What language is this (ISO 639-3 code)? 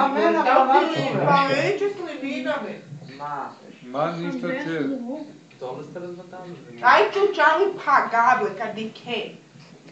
hrv